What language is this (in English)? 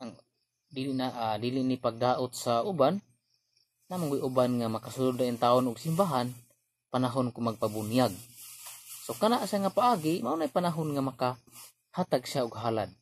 Cebuano